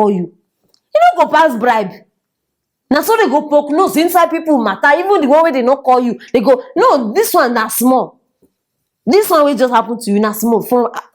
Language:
Nigerian Pidgin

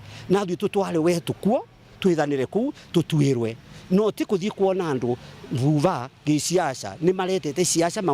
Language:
Meru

